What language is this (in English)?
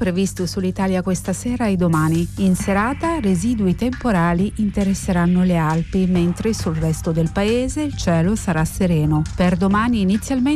Italian